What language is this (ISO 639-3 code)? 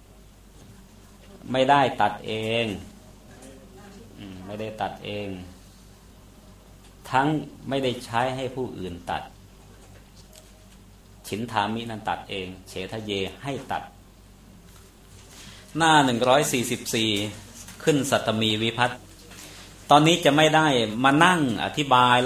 tha